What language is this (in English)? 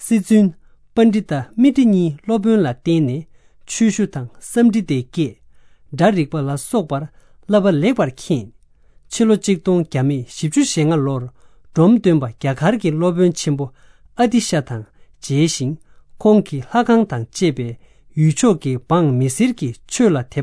Tibetan